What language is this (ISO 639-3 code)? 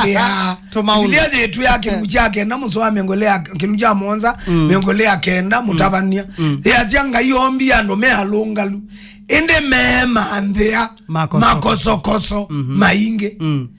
kam